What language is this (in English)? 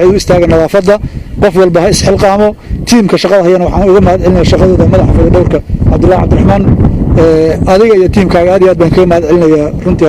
Somali